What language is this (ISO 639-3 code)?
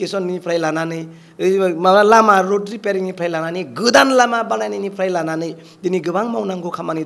brx